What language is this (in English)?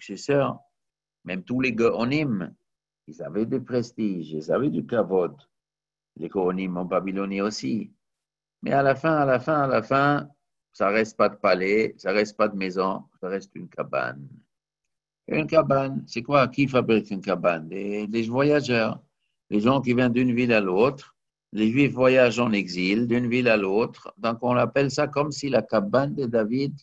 French